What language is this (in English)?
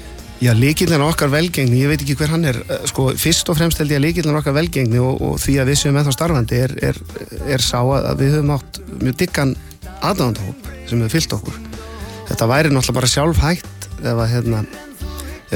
Icelandic